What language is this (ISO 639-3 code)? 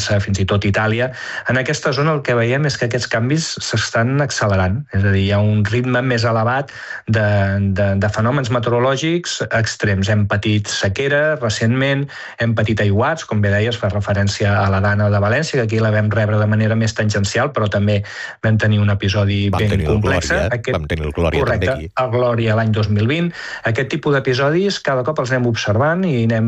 cat